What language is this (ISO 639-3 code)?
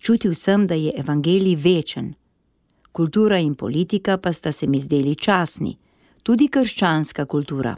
slv